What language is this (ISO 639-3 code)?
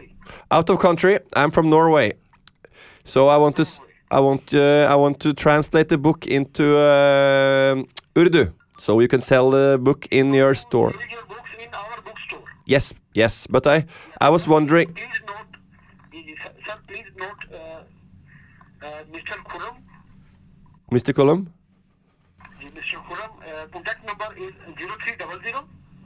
nor